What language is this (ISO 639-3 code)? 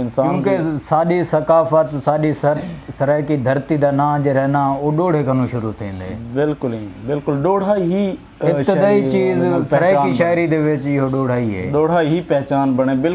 skr